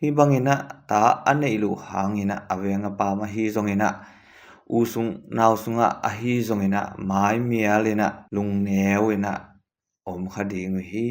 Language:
Tedim Chin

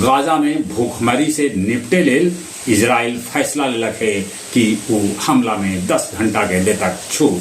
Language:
Magahi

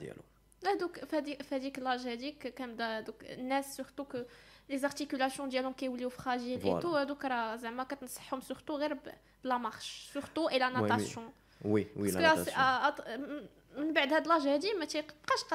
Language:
Moroccan Arabic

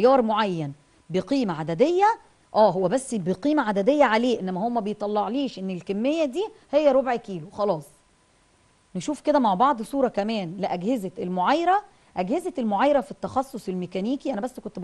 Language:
Egyptian Arabic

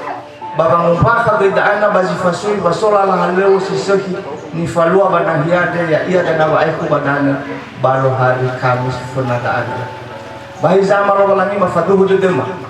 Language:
Nias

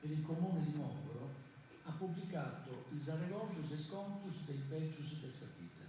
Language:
Sardinian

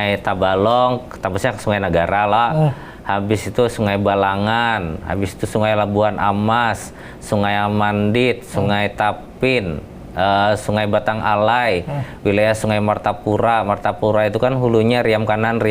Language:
Banjar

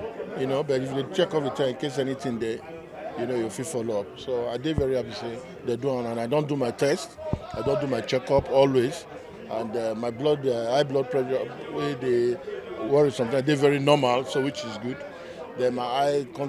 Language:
Nigerian Pidgin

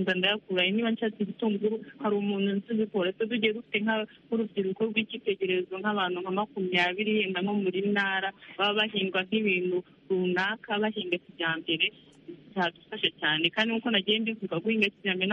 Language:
Kinyarwanda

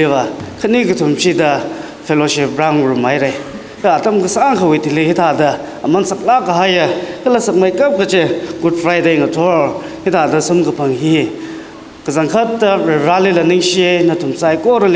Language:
Tangkhul Naga (India)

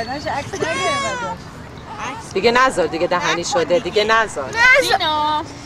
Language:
Persian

